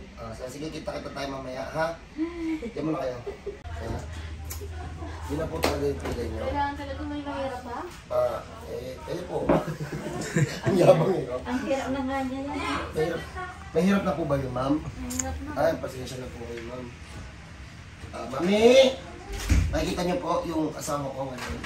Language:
Filipino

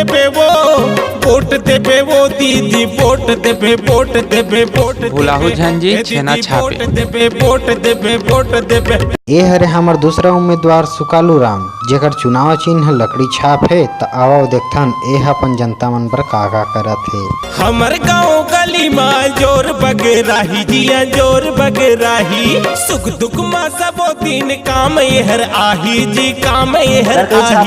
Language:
Chhattisgarhi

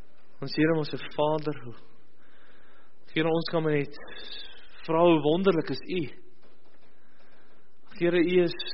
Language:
Afrikaans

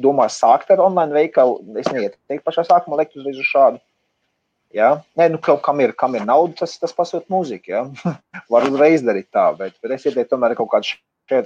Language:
Latvian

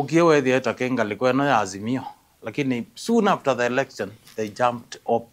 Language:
Kamba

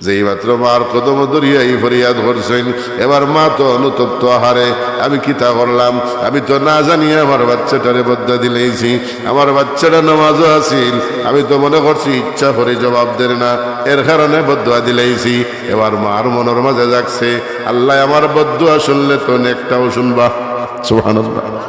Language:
Sylheti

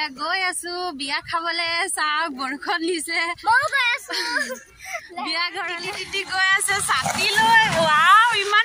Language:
Assamese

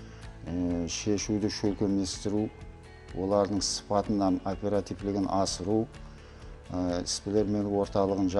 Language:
Kara-Kalpak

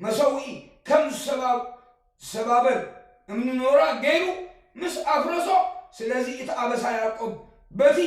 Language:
Tigrinya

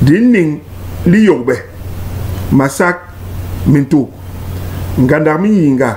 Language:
Basaa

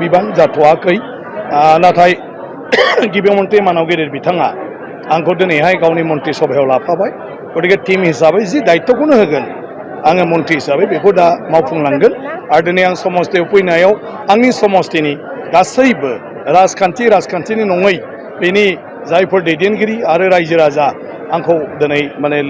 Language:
Bodo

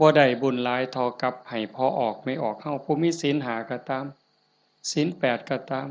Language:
Northeastern Thai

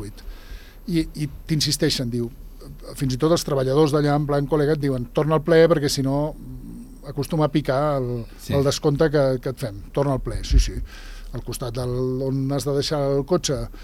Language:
Catalan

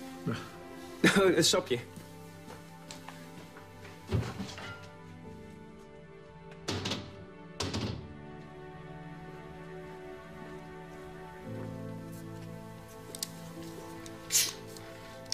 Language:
Dutch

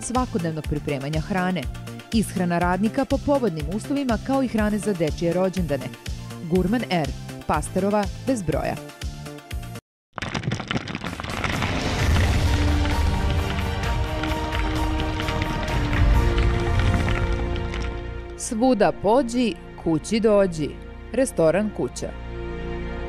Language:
Serbian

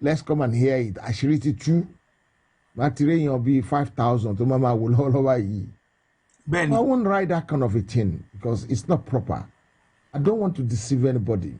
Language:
Yoruba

